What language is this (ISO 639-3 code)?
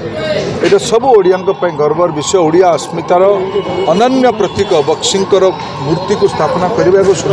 ori